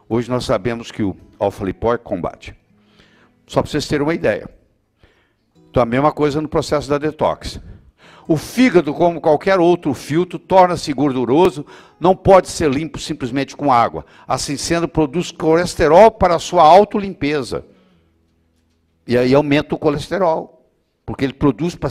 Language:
Portuguese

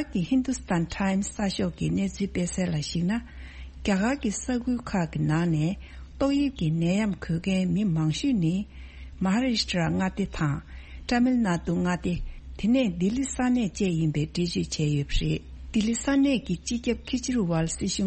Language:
Tibetan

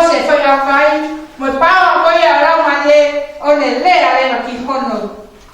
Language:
Tongan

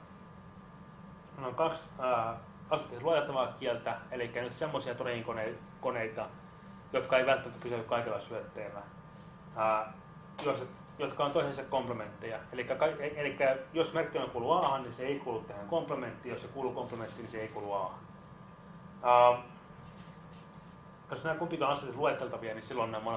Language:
Finnish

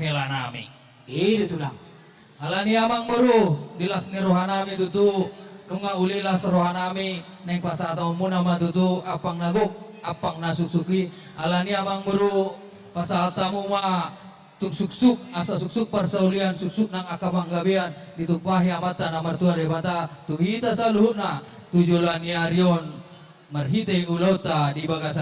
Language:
Batak Toba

